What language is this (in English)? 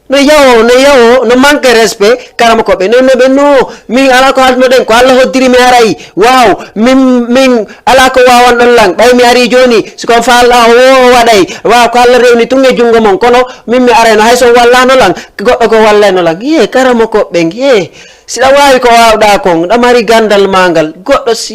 Fula